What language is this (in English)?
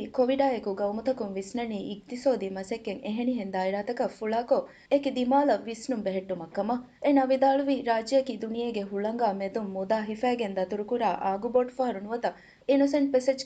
Divehi